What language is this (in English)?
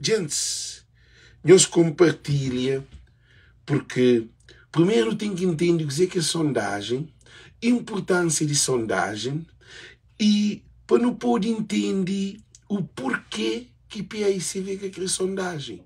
Kabuverdianu